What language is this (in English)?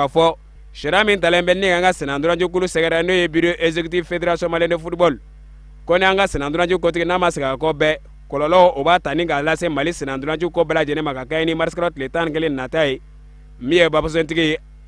Bambara